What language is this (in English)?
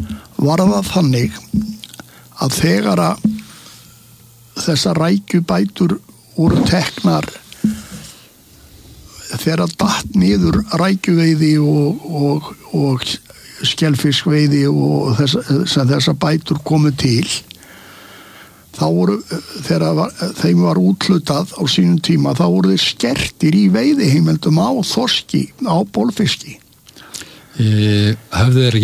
Icelandic